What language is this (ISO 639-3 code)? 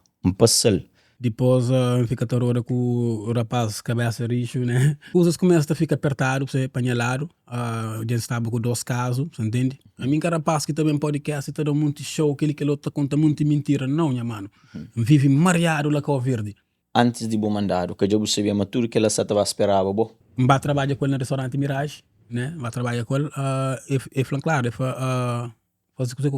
kea